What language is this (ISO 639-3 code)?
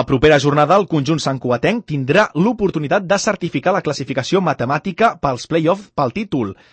cat